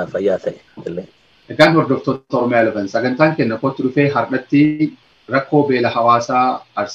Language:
Oromo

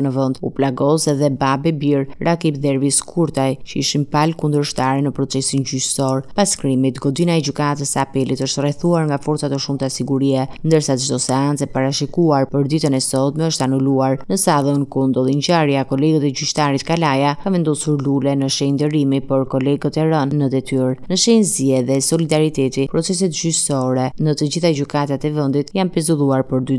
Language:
Albanian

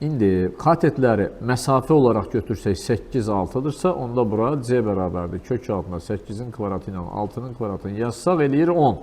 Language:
Azerbaijani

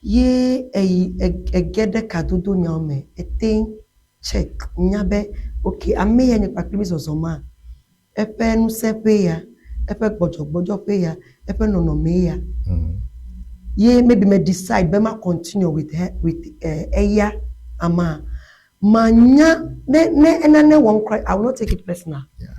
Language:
Ewe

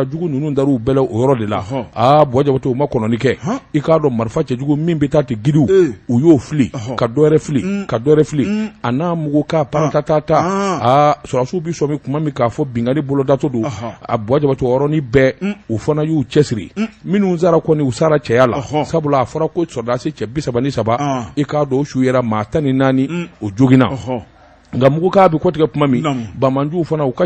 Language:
Bambara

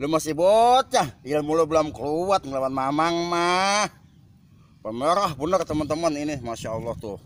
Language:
Betawi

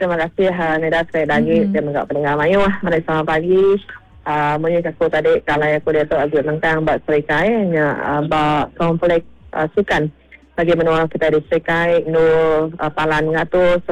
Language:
Iban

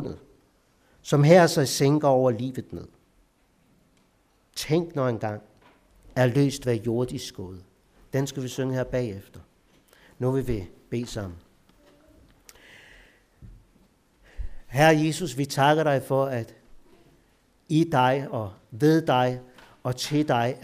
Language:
Danish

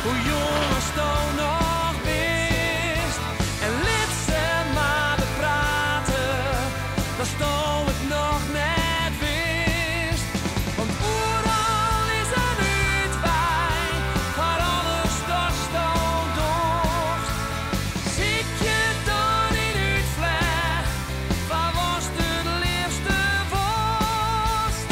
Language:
Western Frisian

